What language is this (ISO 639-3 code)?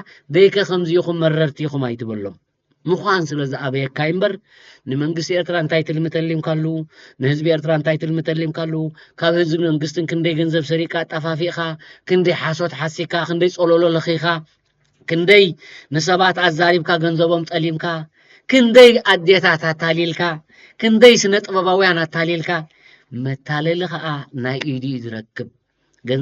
tir